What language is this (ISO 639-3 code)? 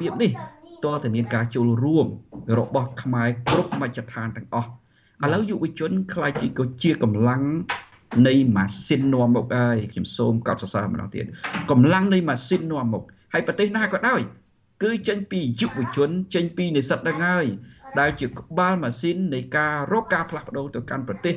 khm